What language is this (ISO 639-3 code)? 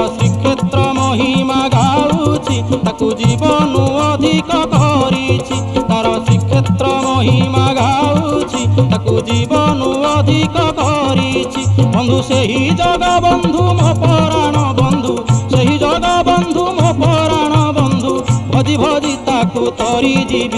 ori